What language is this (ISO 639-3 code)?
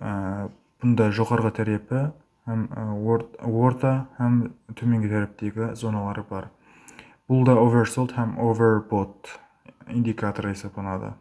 kaa